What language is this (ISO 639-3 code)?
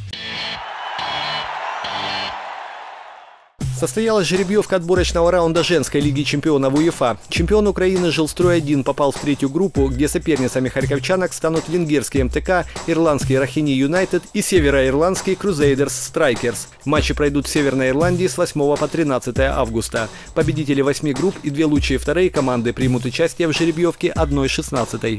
rus